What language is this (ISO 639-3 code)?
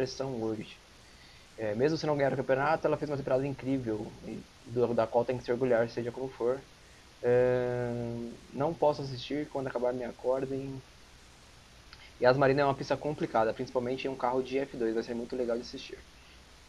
por